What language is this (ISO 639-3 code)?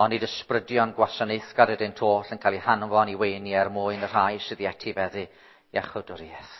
cym